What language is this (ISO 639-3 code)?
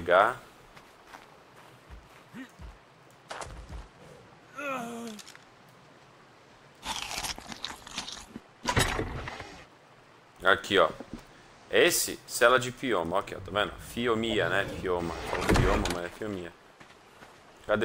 por